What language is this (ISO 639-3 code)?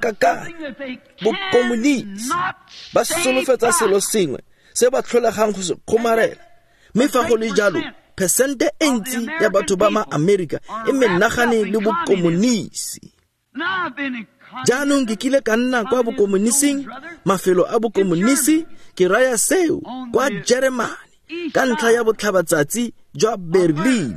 tsn